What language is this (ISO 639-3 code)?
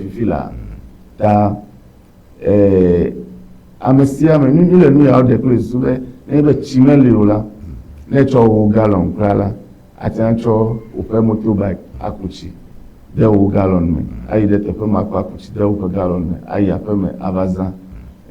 ewe